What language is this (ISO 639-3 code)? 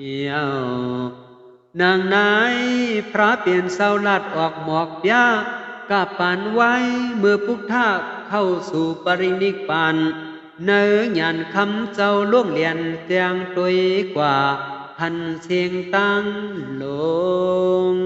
shn